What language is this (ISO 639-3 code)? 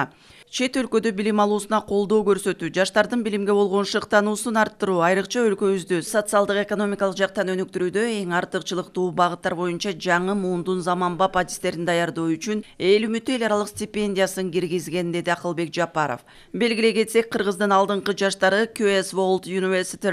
kir